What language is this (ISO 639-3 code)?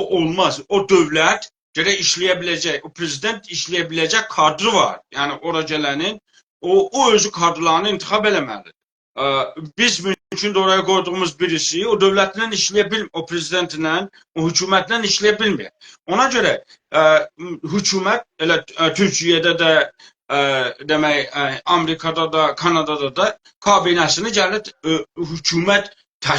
azb